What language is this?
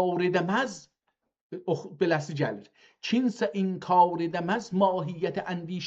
South Azerbaijani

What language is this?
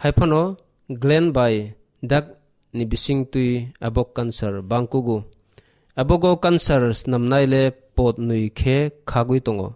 Kok Borok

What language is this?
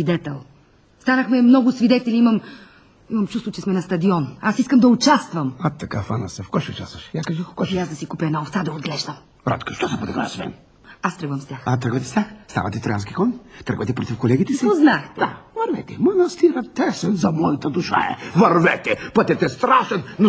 Bulgarian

